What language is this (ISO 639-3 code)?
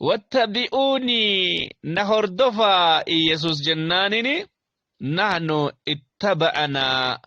orm